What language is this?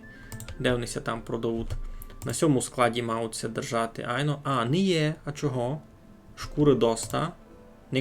Rusyn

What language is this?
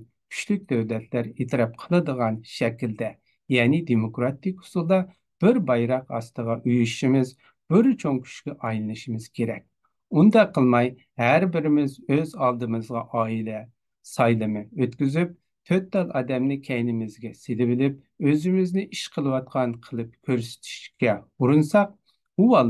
Uyghur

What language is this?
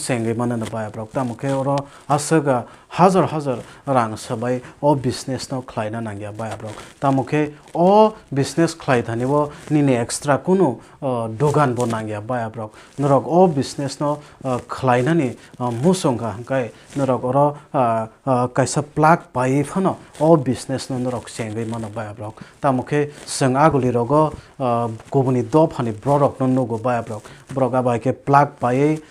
Kok Borok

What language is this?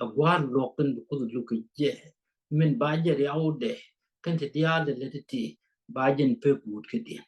Nuer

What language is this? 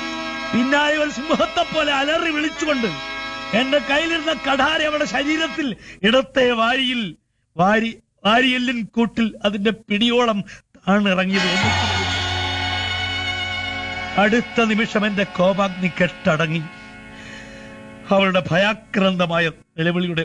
Malayalam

